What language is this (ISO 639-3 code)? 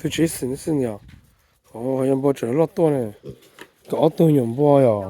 hmn